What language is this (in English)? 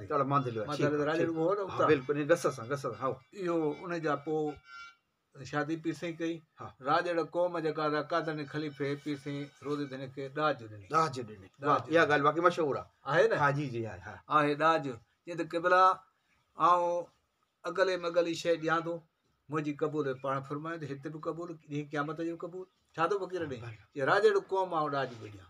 Sindhi